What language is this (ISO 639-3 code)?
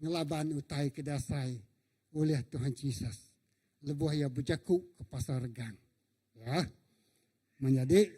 iba